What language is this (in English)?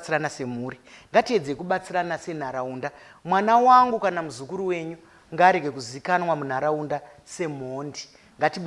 Shona